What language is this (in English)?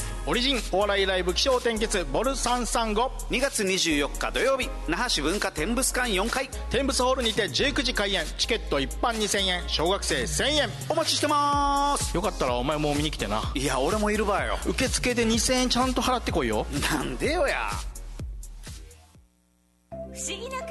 Japanese